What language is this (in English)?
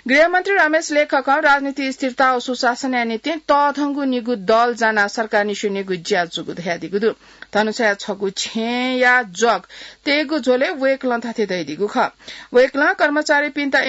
Newari